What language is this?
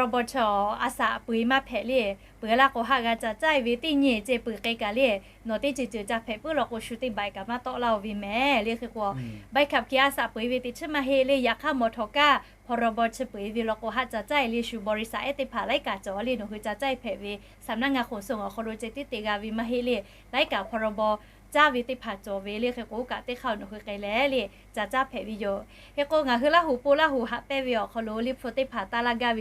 Lahu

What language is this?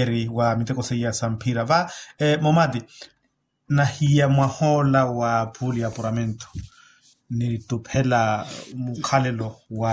Makhuwa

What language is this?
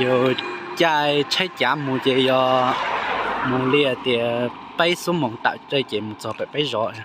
Hmong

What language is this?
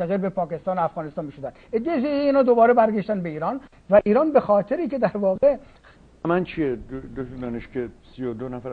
Persian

